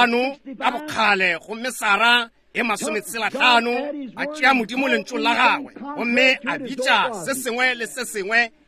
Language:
Northern Sotho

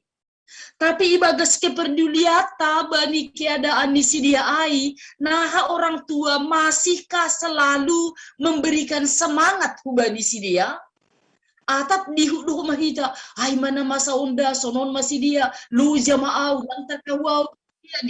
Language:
Batak Simalungun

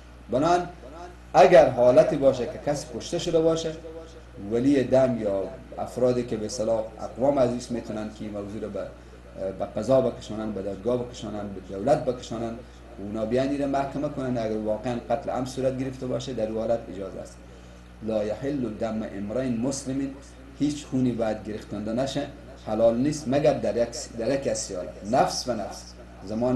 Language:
Persian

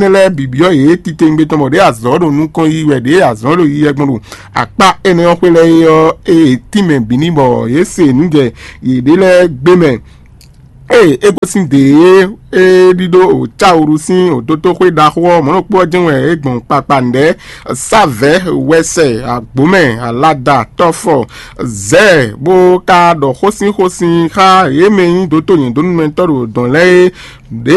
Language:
Fon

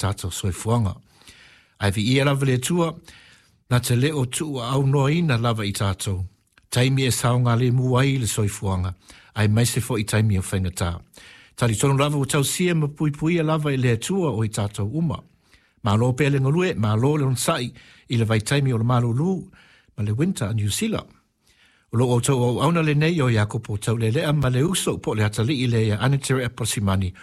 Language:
Samoan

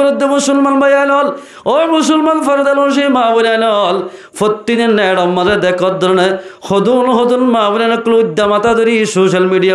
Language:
Rohingya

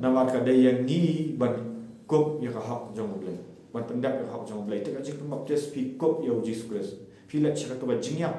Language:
Khasi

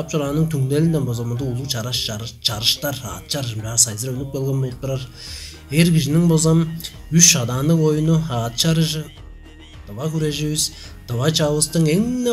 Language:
Tuvinian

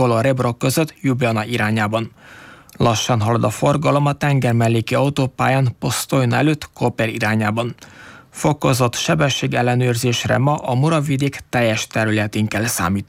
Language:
Hungarian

